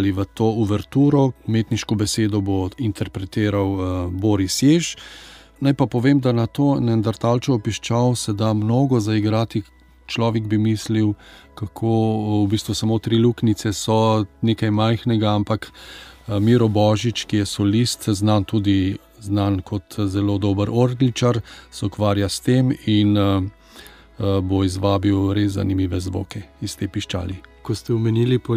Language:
Slovenian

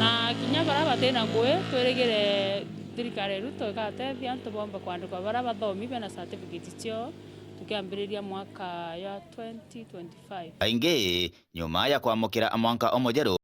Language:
Meru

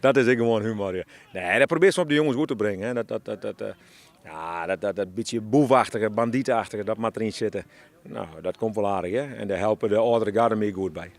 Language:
Western Frisian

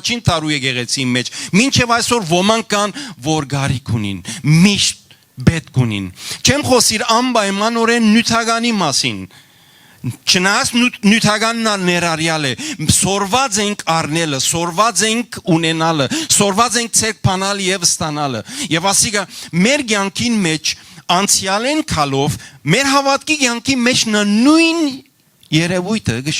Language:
Western Armenian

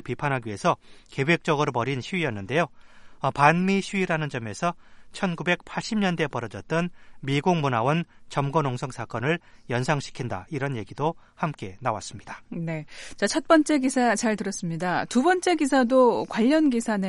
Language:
Korean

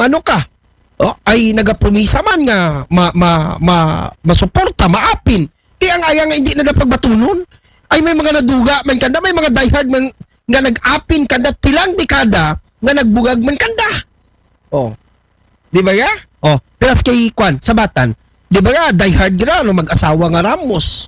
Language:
Aklanon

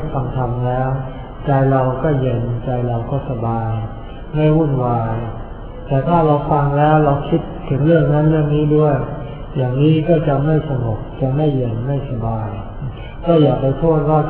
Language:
Thai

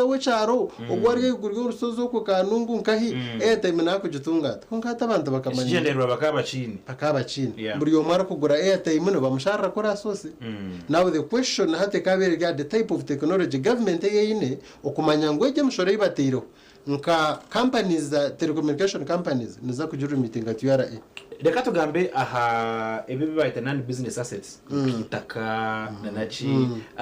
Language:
Nyankole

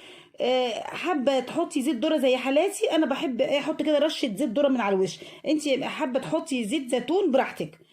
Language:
Egyptian Arabic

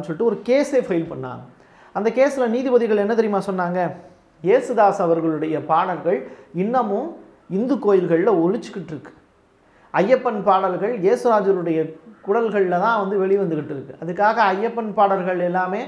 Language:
Tamil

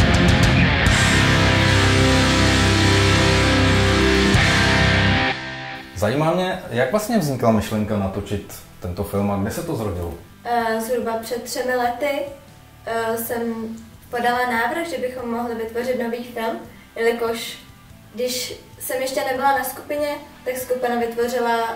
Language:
Czech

